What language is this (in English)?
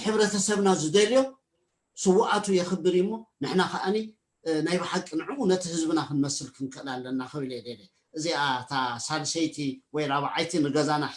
Tigrinya